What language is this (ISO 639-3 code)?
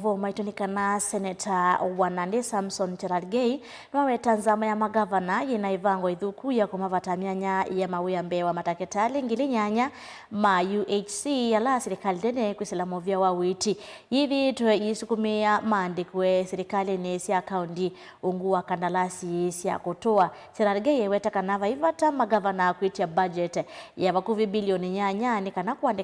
kam